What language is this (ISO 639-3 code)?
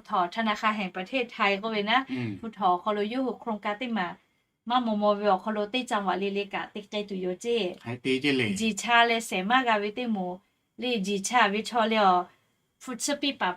lhu